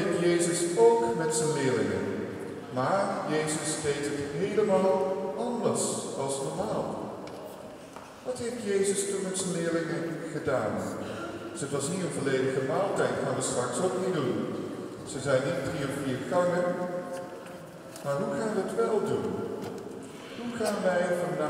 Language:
Dutch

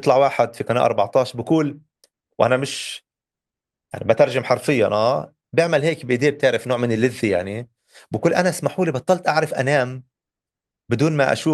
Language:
North Levantine Arabic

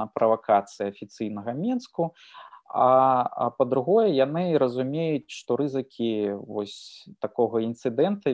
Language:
Belarusian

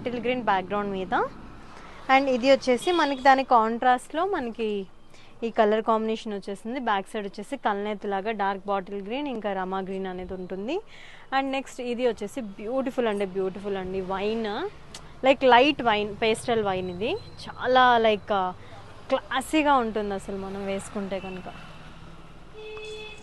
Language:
Telugu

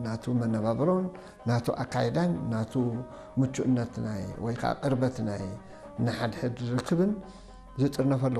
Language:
Tigrinya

